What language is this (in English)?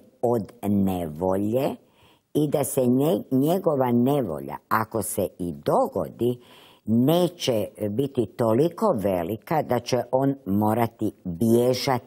Croatian